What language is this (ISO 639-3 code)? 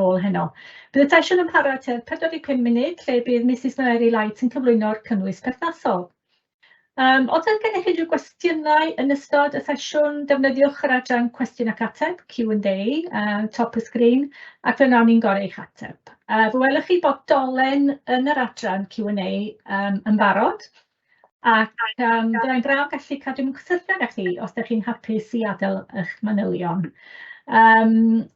cym